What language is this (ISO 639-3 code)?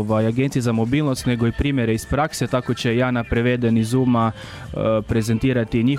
hrv